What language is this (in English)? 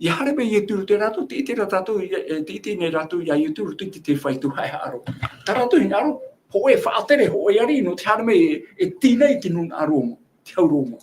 Tahitian